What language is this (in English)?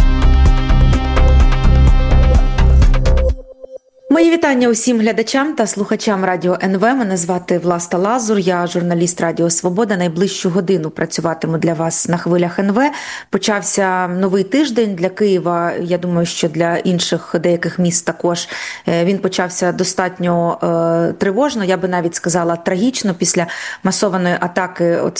Ukrainian